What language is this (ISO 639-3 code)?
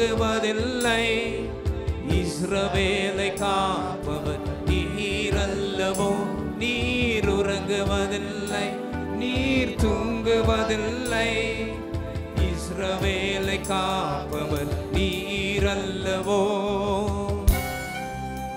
tam